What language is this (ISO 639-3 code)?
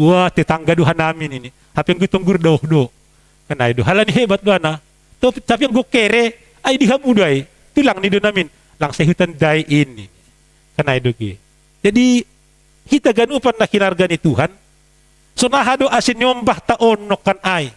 bts